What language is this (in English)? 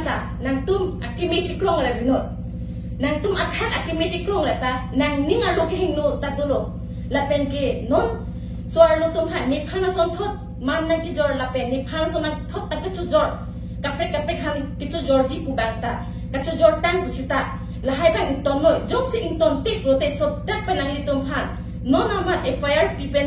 Karbi